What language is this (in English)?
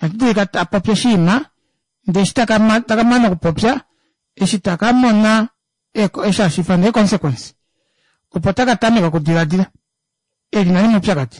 Kuanyama